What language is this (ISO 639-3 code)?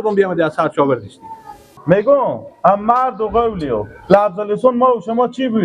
fas